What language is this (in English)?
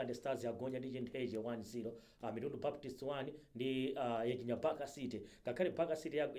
Nyanja